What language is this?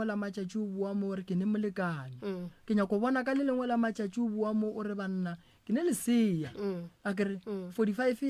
Northern Sotho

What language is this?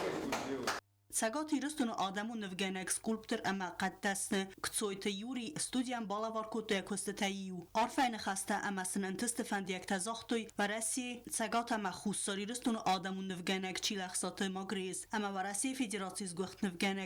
Ossetic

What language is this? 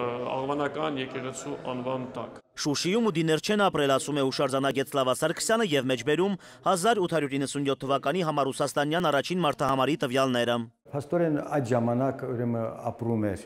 Armenian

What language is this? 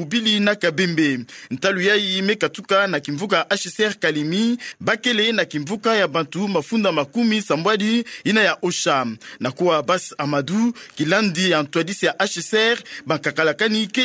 Kituba (Democratic Republic of Congo)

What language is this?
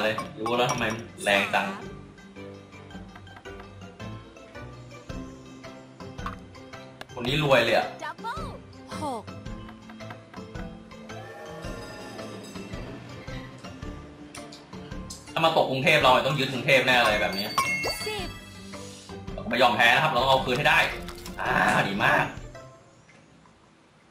Thai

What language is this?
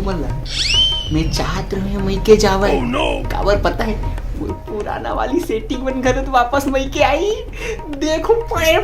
Chhattisgarhi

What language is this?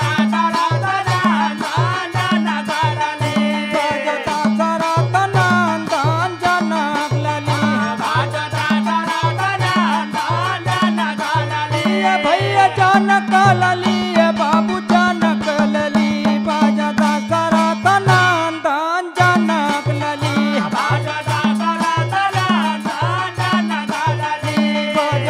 Bhojpuri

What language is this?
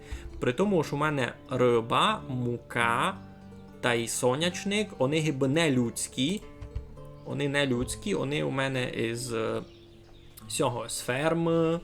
Rusyn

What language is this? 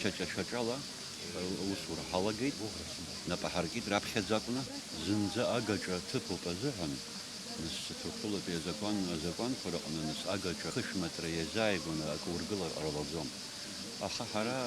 Abkhazian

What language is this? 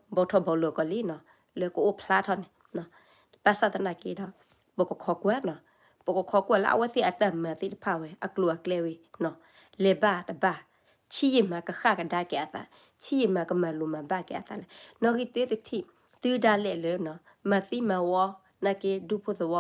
S'gaw Karen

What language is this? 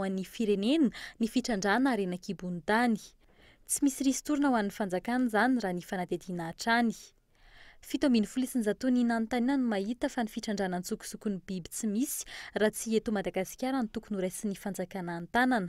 Malagasy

